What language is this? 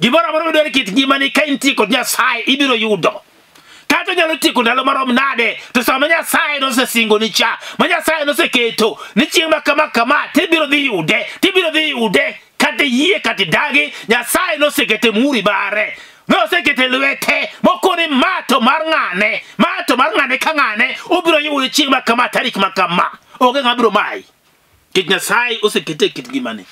Luo (Kenya and Tanzania)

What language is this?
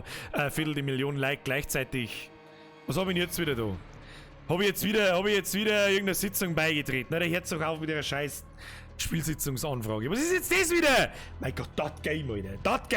Bavarian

